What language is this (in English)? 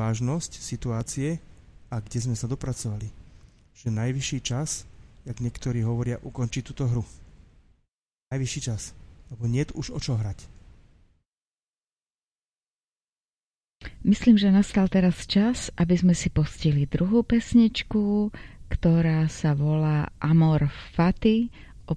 Slovak